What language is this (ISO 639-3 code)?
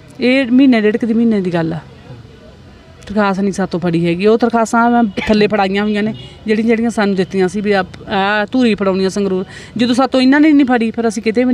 pan